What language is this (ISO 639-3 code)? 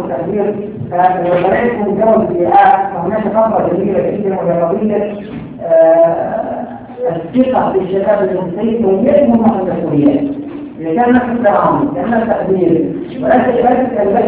ara